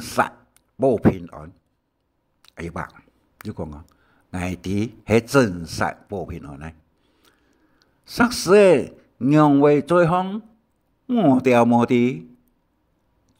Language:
Hakka Chinese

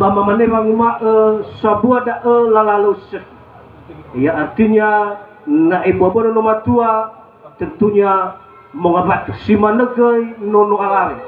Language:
Nias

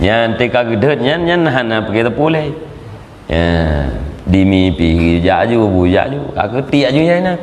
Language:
Achinese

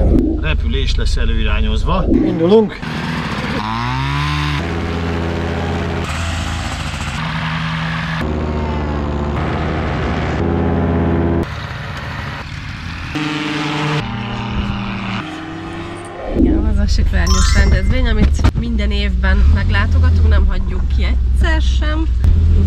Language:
Hungarian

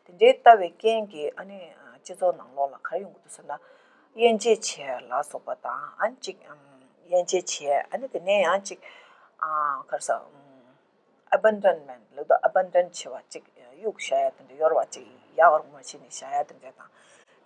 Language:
Tibetan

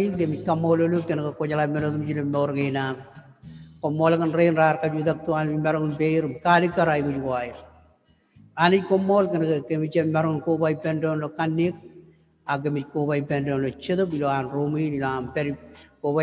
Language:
Marshallese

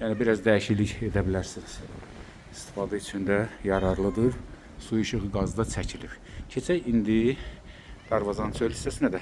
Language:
Azerbaijani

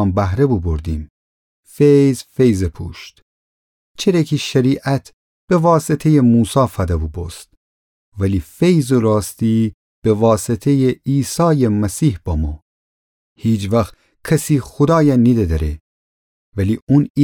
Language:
Gilaki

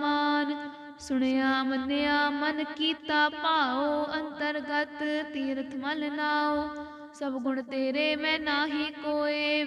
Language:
Punjabi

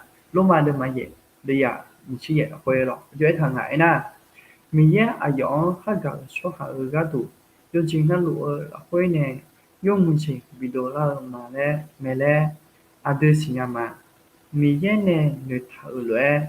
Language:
Akha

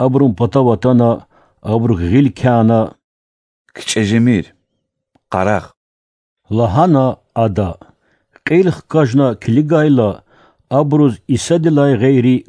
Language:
Lezghian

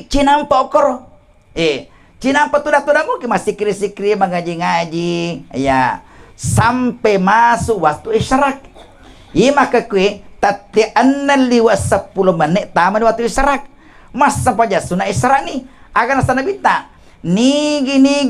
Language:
Buginese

